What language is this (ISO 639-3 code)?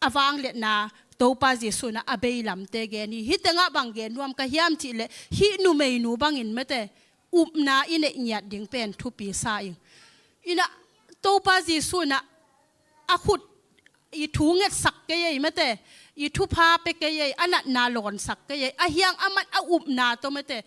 ctd